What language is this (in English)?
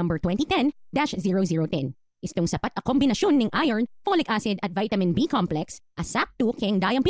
Pampanga